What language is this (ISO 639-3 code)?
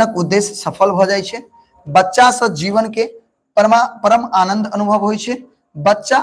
mai